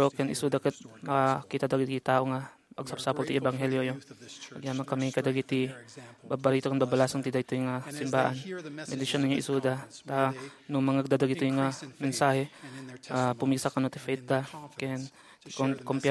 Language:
Iloko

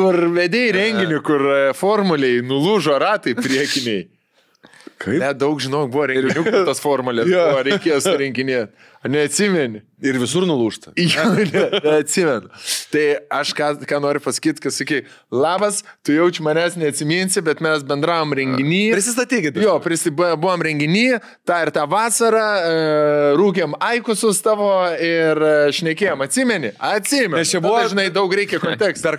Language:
Lithuanian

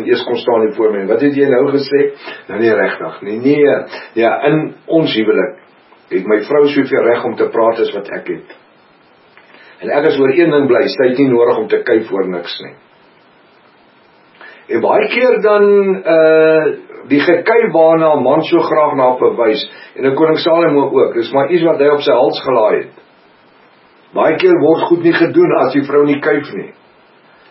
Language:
Afrikaans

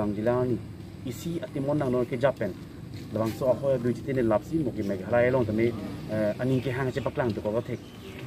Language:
Karbi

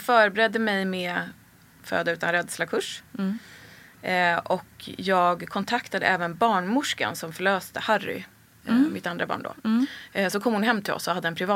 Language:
Swedish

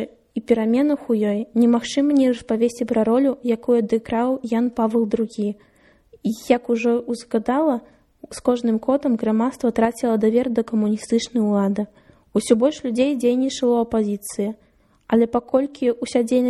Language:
Belarusian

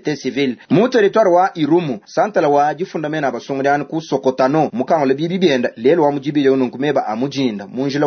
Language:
Luba-Lulua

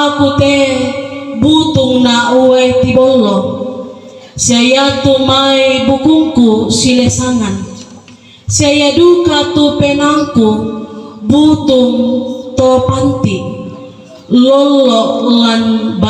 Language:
Toraja-Sa'dan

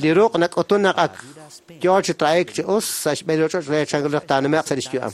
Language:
Kekchí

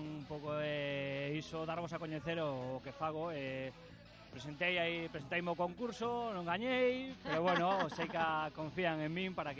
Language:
Galician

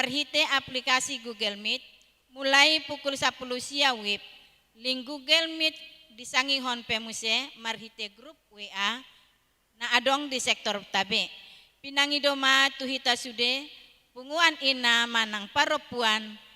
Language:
Batak Toba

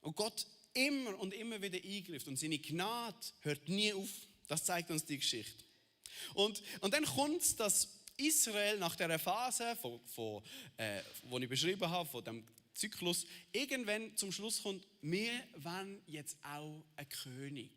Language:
Swiss German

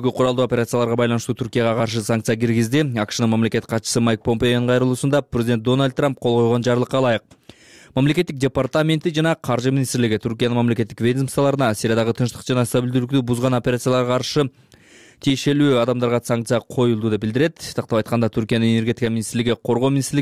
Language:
Kyrgyz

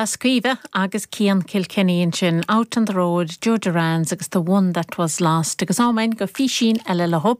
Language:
Irish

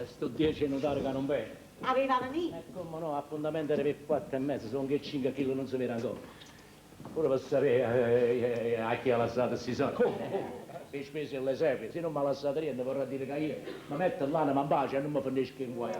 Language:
Neapolitan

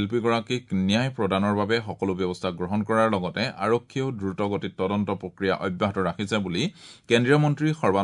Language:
Assamese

